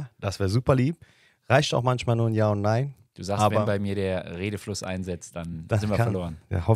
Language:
German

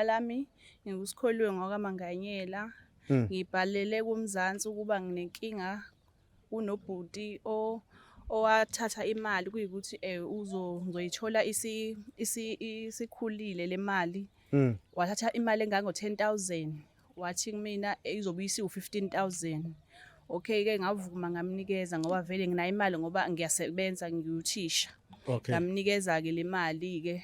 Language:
Zulu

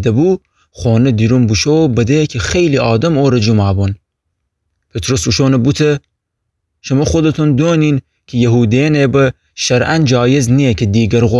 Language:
Gilaki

